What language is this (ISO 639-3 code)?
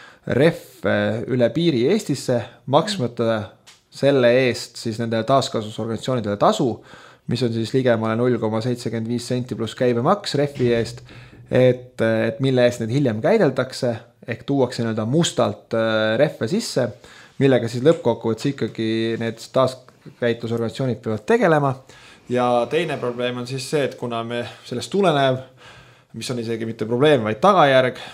est